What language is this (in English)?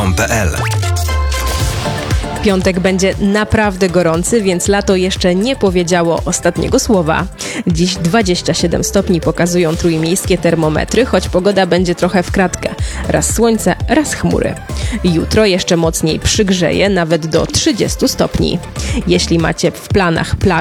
Polish